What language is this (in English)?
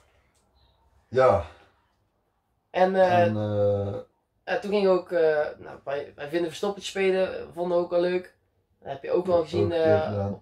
Dutch